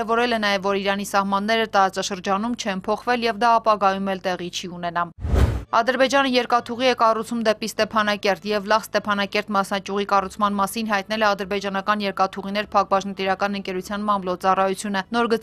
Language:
Armenian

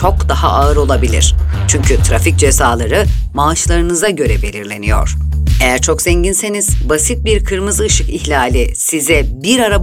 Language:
Turkish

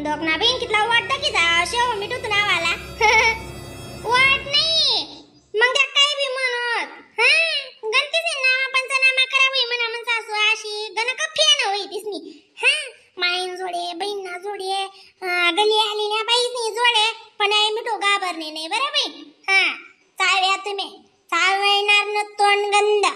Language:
Khandesi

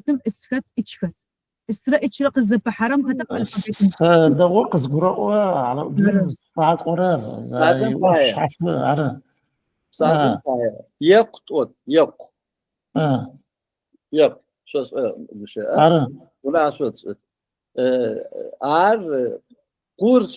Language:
Adyghe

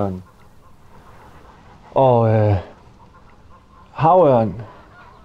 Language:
Danish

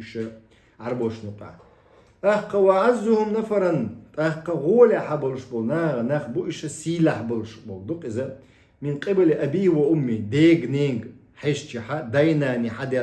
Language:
Chechen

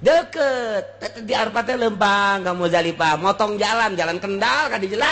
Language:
Sundanese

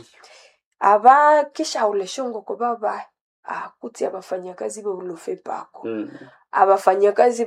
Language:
Nande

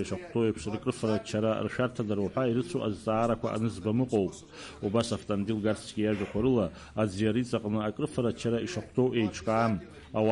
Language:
Abkhazian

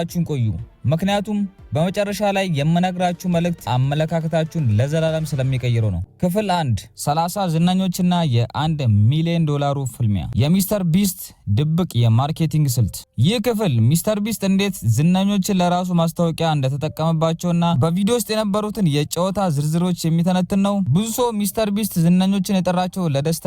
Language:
Amharic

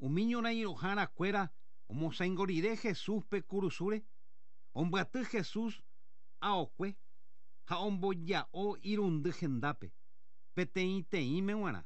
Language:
Guarani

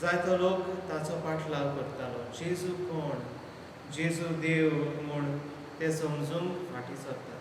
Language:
Konkani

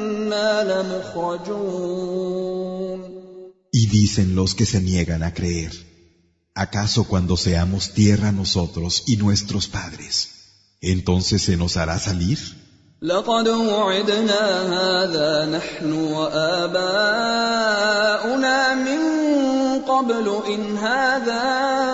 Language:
Spanish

